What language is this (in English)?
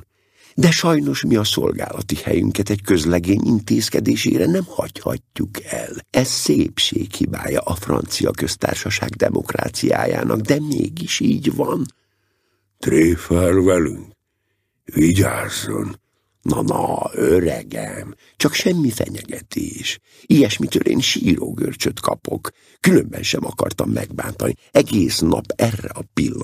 Hungarian